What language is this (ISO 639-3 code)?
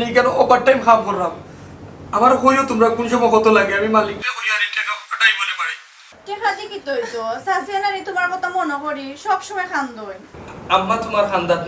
syl